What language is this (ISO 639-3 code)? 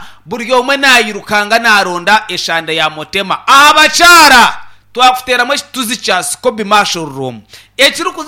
nyn